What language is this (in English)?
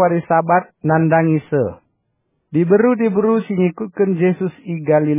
Batak Karo